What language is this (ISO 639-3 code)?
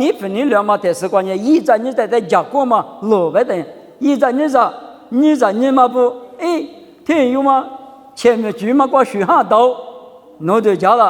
lis